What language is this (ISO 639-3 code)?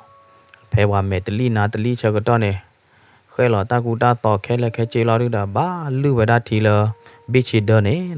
ksw